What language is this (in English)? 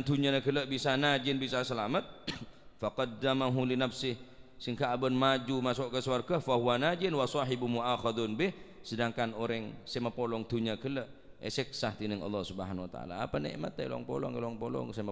Madurese